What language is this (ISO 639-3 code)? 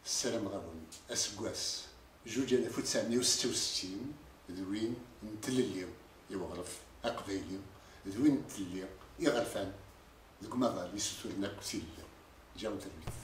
kab